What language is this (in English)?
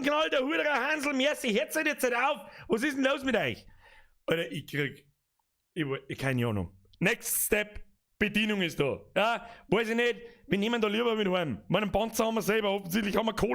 Bavarian